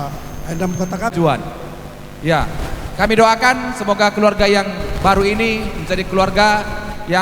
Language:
Batak Karo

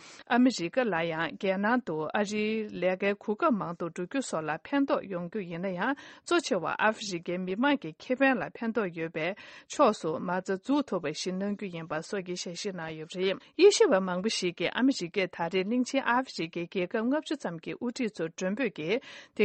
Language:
Tibetan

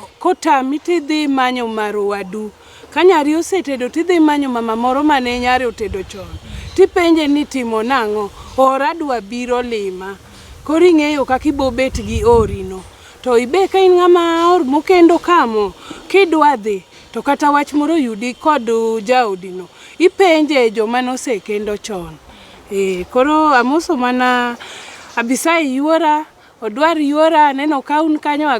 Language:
Luo (Kenya and Tanzania)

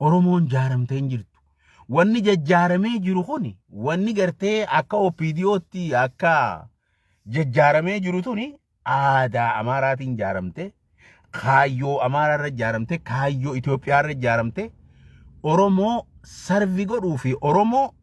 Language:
Oromo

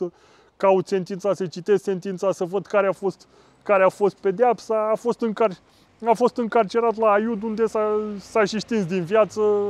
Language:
Romanian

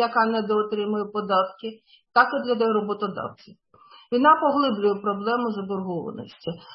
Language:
Ukrainian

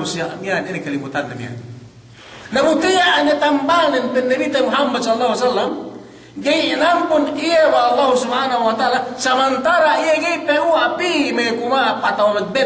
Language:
Yakan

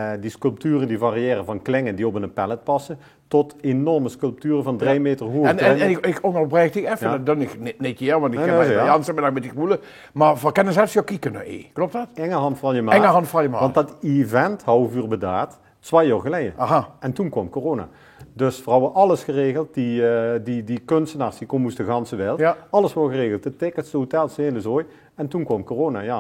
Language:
Limburgish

